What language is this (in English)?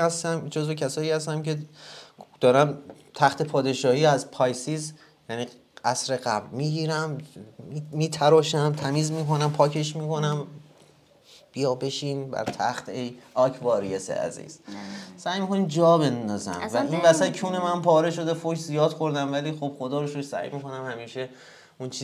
Persian